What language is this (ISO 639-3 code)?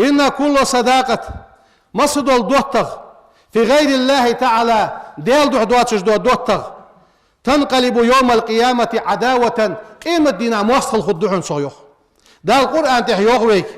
inh